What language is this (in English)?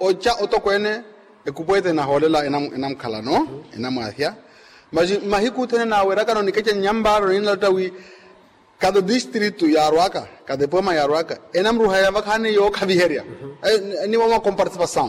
Makhuwa